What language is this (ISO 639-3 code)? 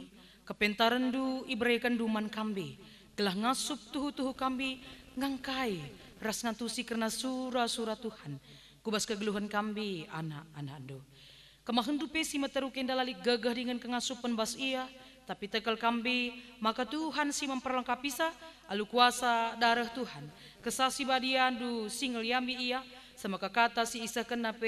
btx